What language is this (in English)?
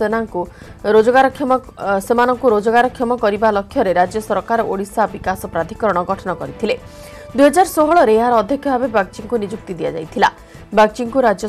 Odia